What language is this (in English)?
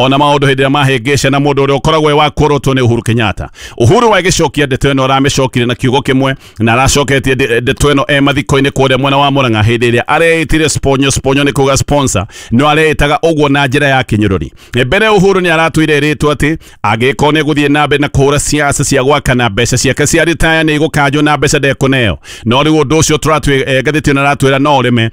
Kikuyu